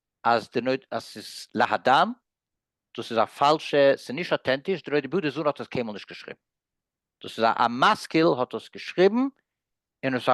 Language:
Yiddish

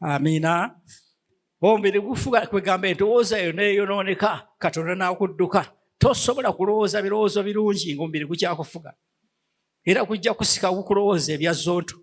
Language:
Ganda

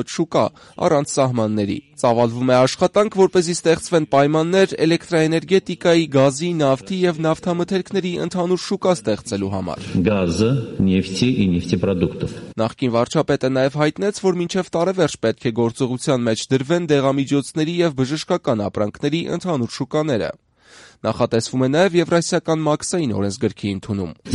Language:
Armenian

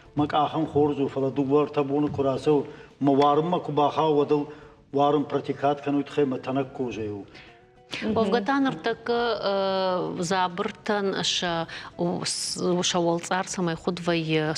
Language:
Ossetic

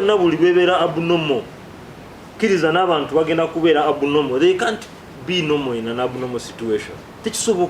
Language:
Ganda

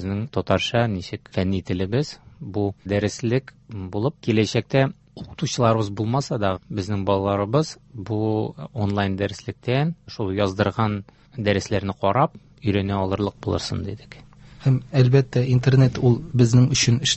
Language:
Tatar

